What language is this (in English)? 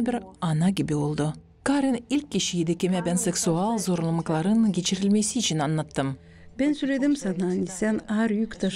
Gagauz